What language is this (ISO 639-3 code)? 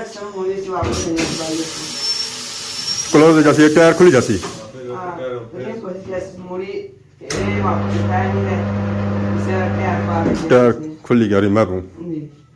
phr